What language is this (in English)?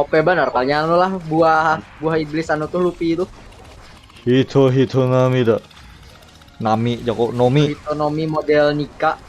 Banjar